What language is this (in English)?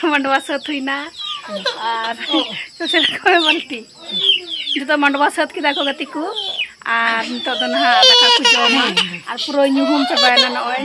Santali